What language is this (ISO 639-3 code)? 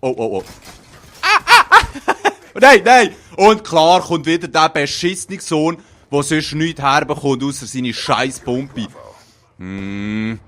gsw